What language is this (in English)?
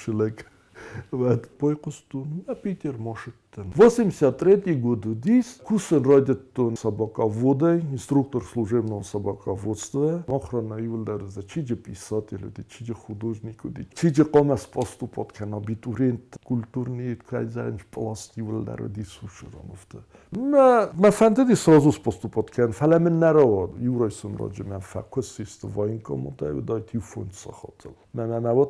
Ossetic